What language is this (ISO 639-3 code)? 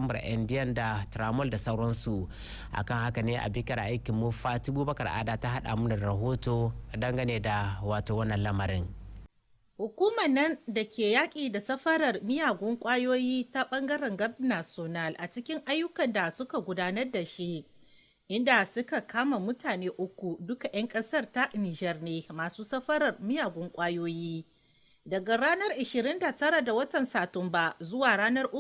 hau